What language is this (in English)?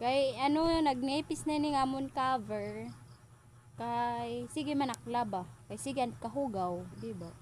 Waray